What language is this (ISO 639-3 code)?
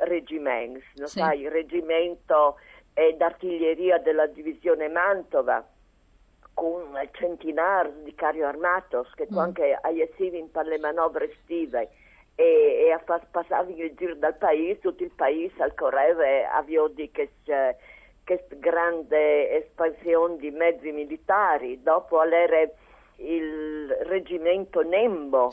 fur